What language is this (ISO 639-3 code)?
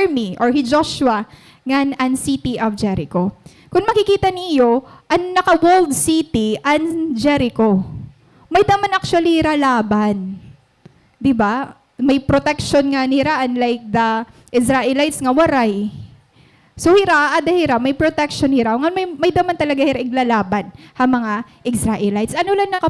war